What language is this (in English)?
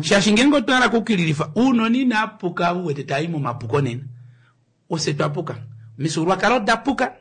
Kuanyama